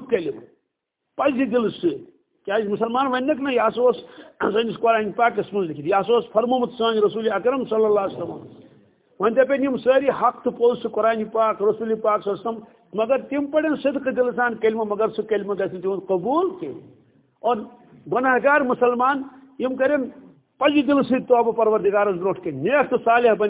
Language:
Kashmiri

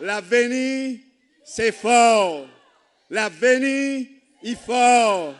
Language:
Seselwa Creole French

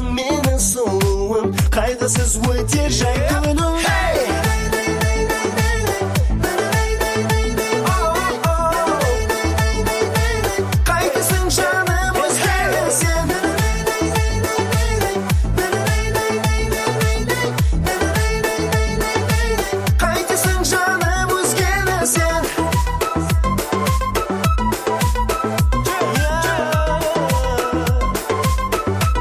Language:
Kazakh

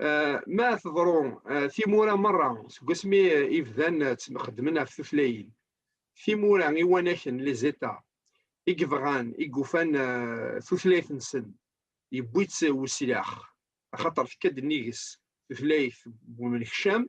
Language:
Kabyle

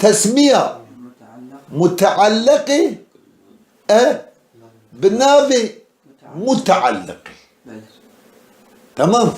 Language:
Kurdish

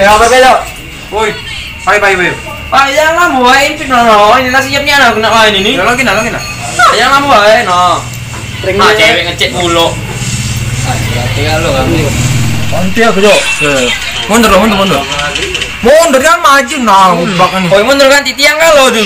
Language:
Musi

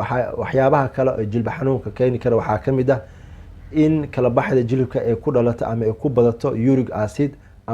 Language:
Somali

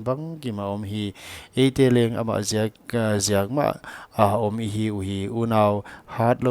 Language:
Paite Chin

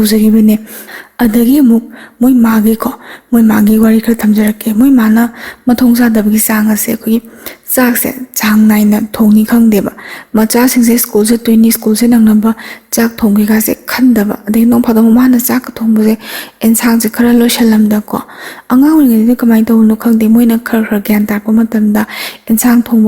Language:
Manipuri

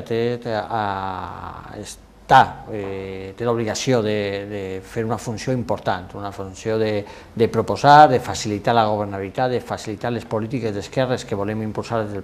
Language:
Catalan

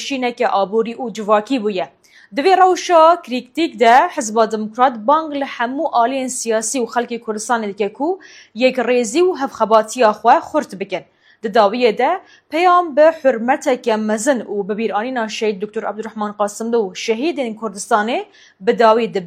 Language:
Kurdish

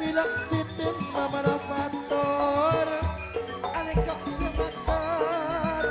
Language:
Madurese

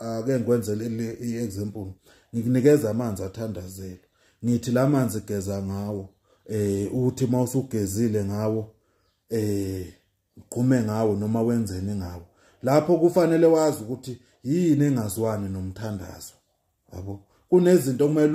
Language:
Zulu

